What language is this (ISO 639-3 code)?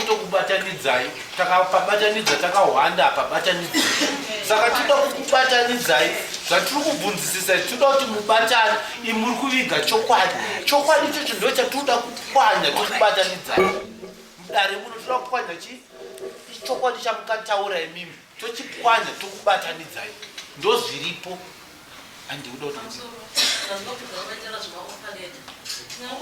sna